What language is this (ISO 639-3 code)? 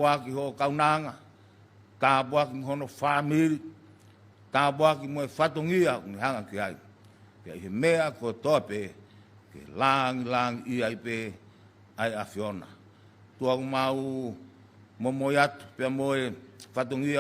ton